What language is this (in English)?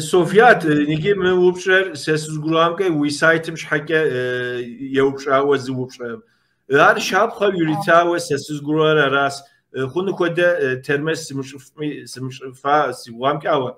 Kabardian